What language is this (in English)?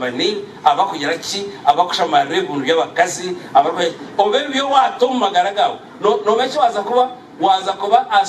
Nyankole